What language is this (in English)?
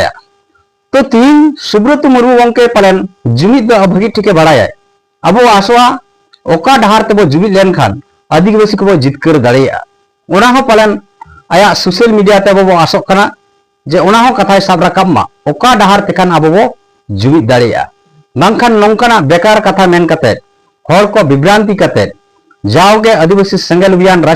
Santali